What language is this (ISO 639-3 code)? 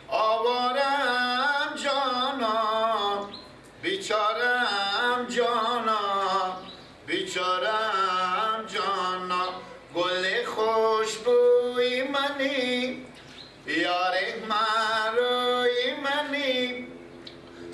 fas